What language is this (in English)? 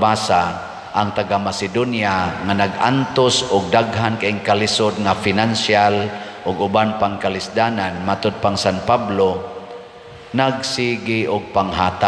Cebuano